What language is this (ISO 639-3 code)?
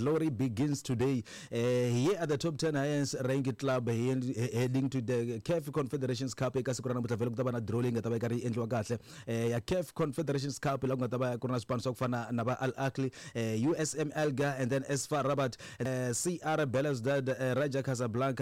tso